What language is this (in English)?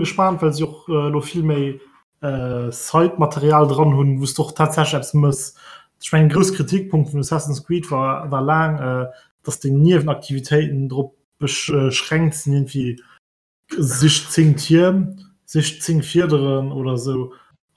Luxembourgish